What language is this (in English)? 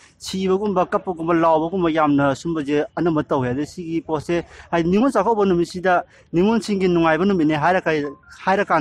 Manipuri